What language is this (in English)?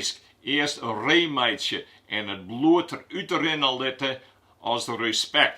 Western Frisian